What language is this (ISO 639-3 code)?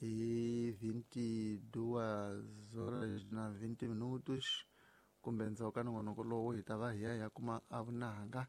tso